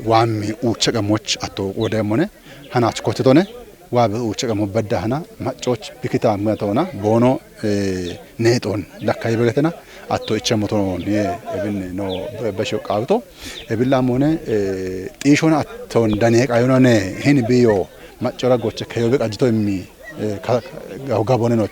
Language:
Kafa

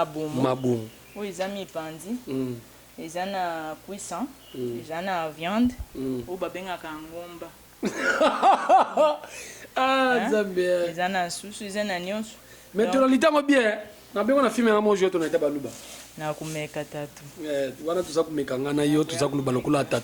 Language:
Lingala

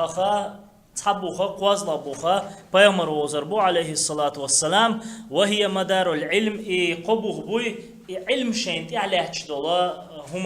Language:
Chechen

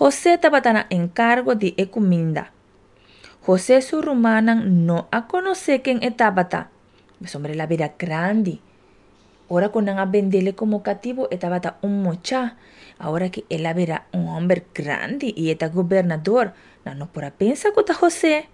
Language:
Papiamento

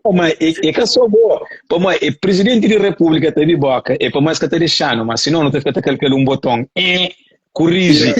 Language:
Kabuverdianu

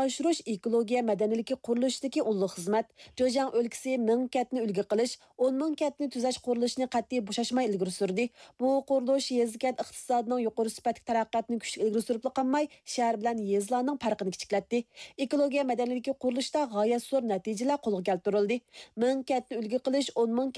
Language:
Uyghur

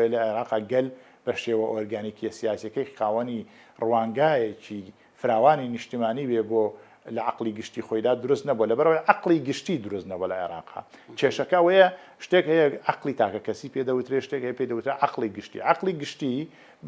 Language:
Central Kurdish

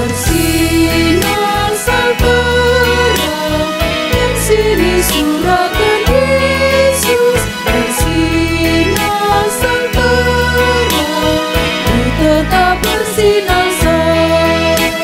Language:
Batak Karo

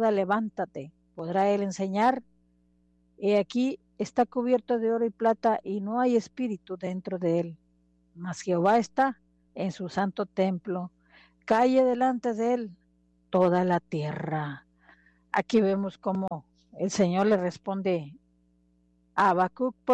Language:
Spanish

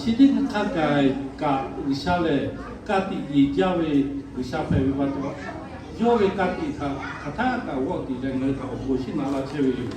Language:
Lahu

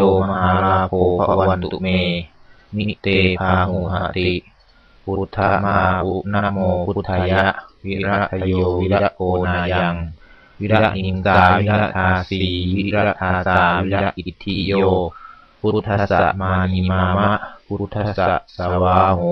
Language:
Pali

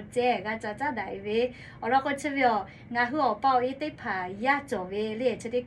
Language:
Lahu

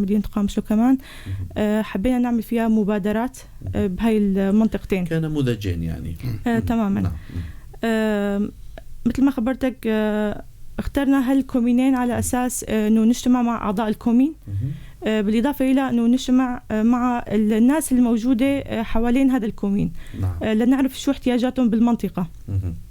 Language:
North Levantine Arabic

